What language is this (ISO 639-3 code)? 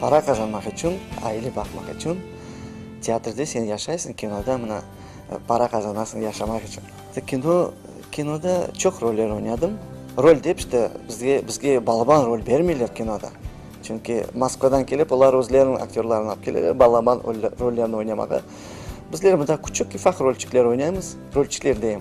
crh